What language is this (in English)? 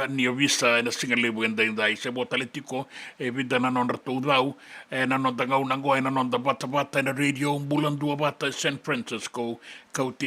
Fijian